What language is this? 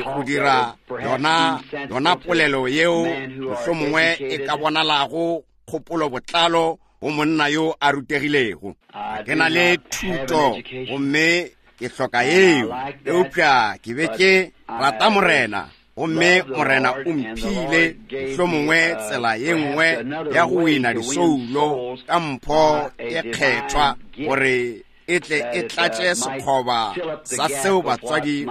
Northern Sotho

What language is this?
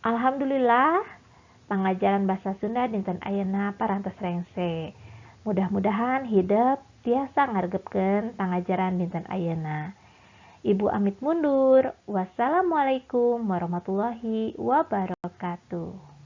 Sundanese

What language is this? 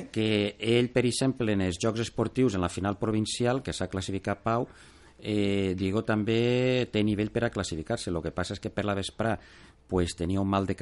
Catalan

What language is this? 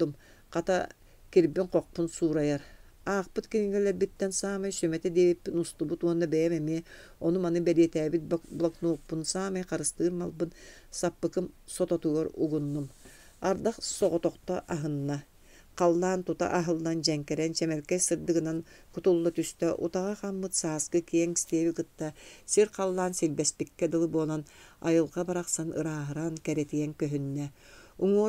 Yakut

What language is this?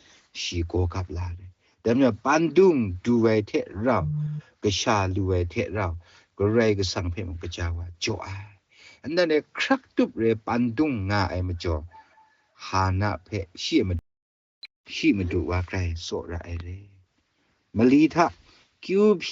Kachin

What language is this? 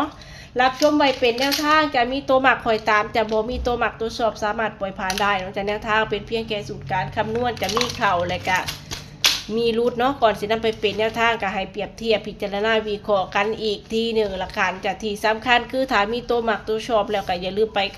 Northeastern Thai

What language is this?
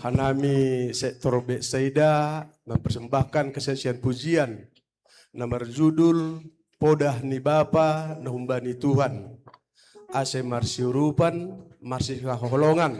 Batak Simalungun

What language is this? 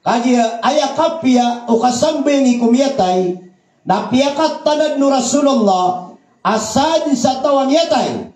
Maranao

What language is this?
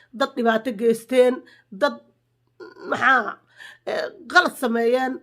Somali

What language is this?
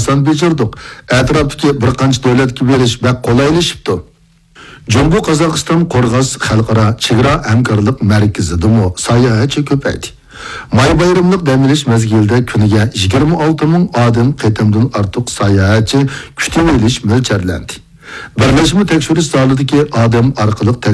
Uyghur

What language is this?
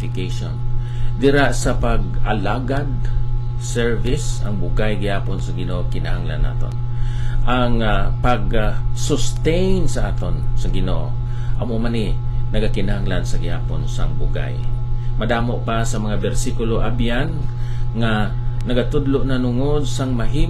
Hiligaynon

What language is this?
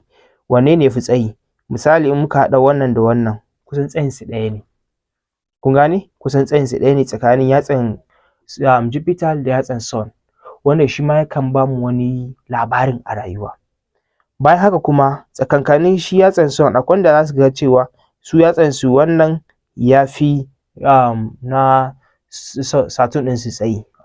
Hausa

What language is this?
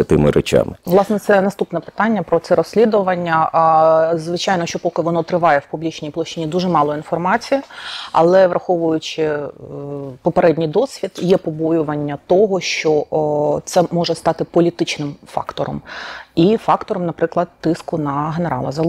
Ukrainian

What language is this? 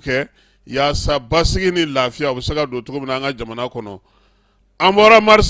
Bambara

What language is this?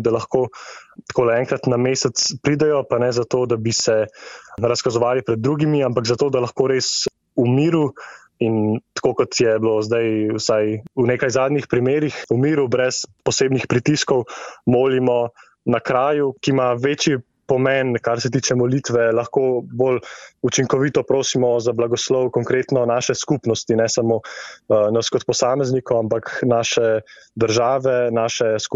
Slovenian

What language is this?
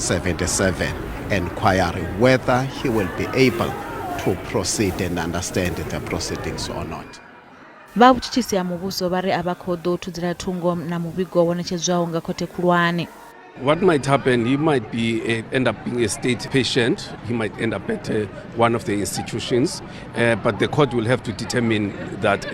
Venda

